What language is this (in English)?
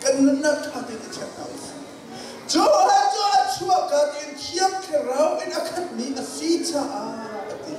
Hakha Chin